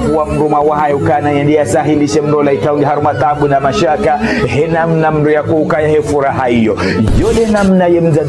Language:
Ngazidja Comorian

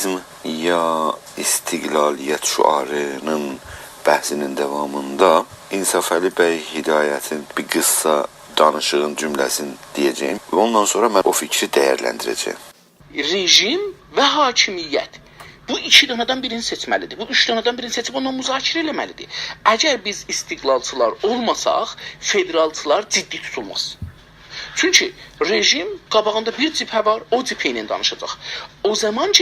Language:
South Azerbaijani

